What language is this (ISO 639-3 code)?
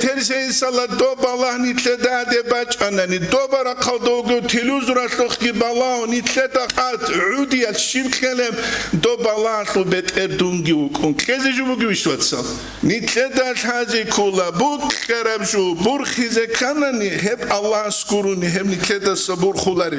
ava